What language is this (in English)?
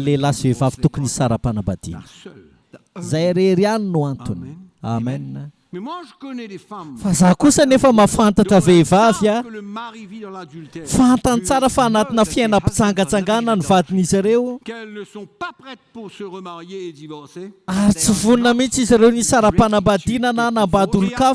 Malagasy